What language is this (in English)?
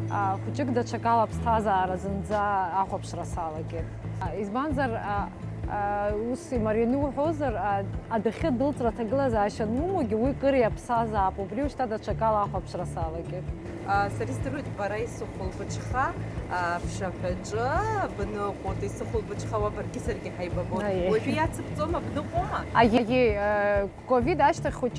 Abkhazian